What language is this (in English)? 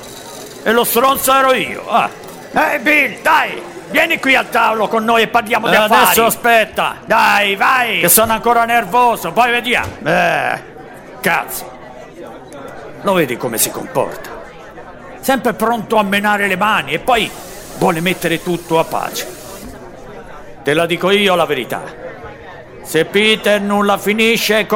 Italian